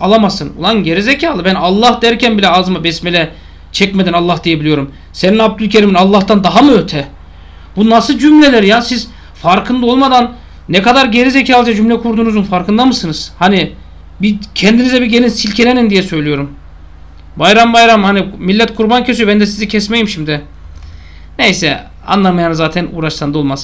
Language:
Turkish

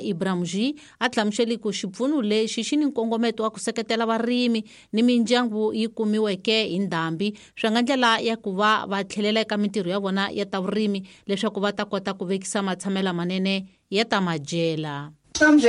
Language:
Tsonga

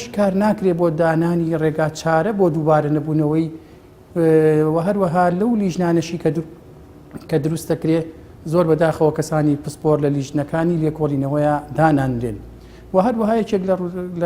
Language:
Central Kurdish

